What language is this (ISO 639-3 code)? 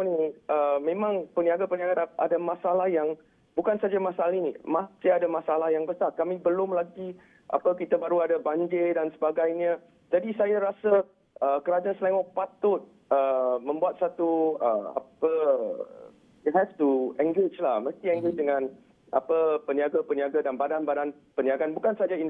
msa